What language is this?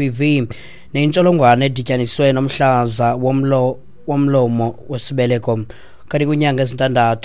Xhosa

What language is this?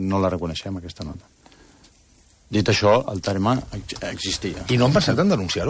Catalan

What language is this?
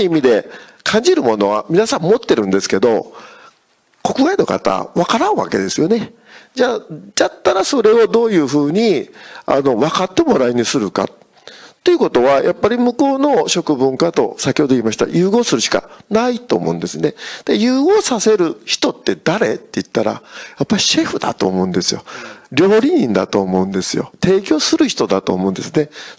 Japanese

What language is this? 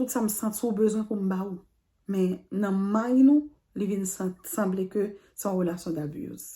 Haitian Creole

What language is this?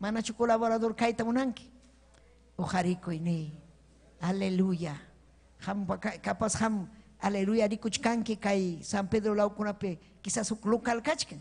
Ayacucho Quechua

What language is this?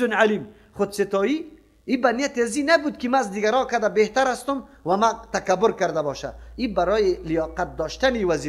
Persian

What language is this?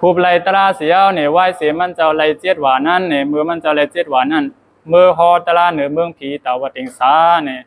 Shan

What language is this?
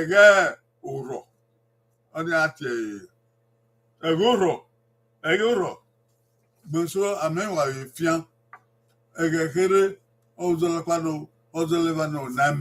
Bini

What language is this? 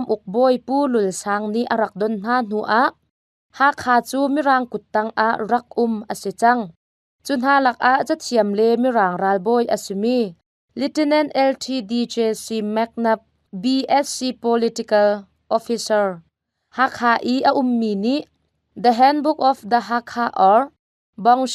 Hakha Chin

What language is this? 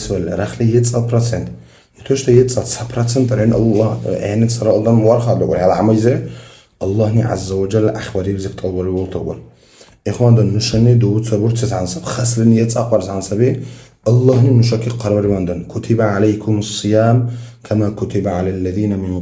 Dargwa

